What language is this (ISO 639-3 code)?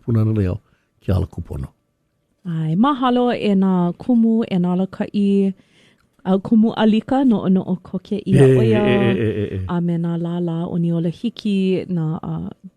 haw